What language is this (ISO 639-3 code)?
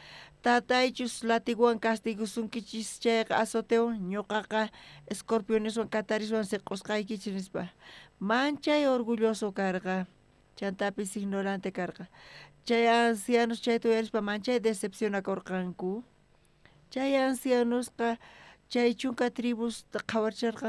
quh